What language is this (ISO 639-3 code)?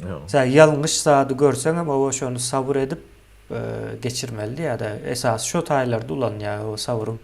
tuk